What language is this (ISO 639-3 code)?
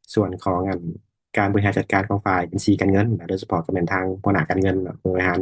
lao